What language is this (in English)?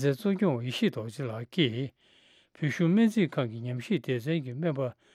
Tibetan